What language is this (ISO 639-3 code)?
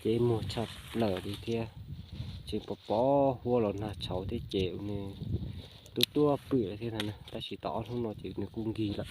hmn